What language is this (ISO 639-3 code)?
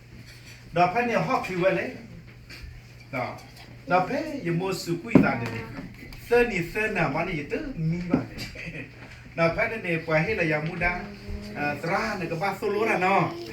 ksw